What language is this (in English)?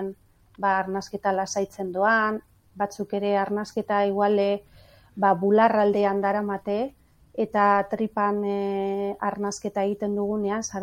Basque